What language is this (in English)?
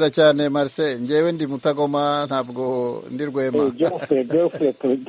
Kinyarwanda